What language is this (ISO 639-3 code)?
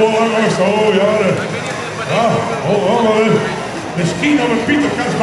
nld